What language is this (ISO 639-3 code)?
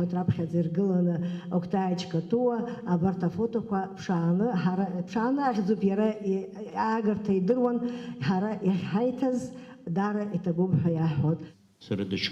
abk